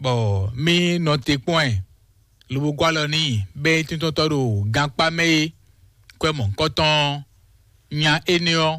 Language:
Fon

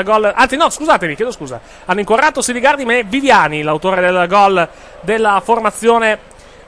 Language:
Italian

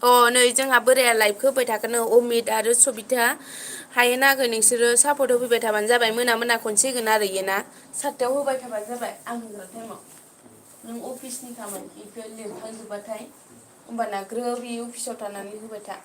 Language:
Bodo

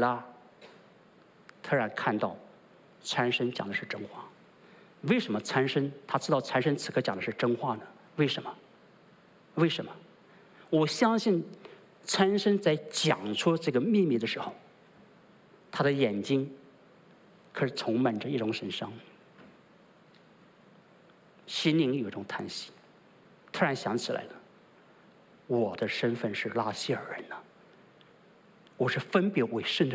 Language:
Chinese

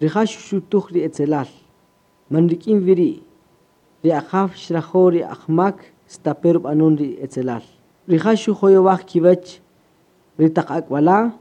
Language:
Kaqchikel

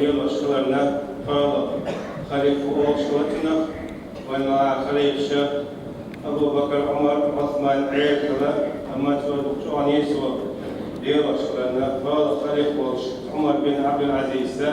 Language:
Chechen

